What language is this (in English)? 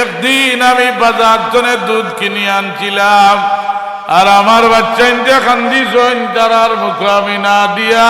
Sylheti